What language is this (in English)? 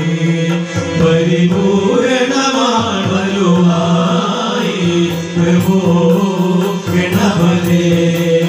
Malayalam